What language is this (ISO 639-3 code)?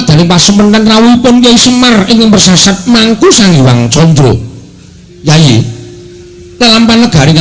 jav